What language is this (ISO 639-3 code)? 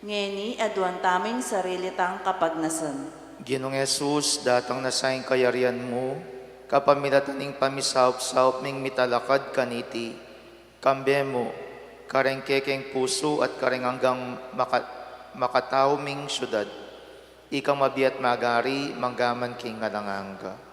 pam